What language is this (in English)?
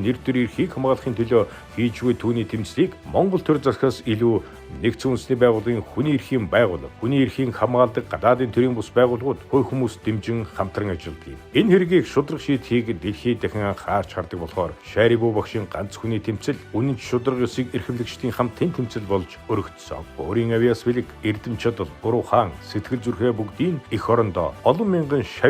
Mongolian